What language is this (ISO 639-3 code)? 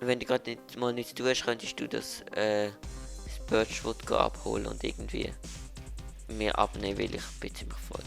gsw